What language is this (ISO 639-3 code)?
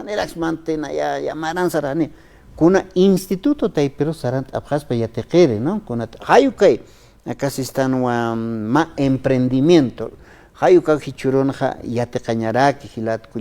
aym